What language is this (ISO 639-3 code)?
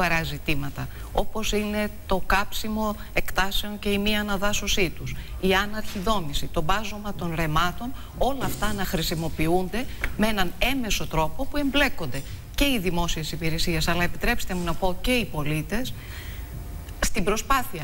ell